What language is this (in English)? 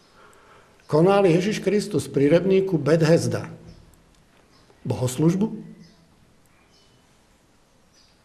Slovak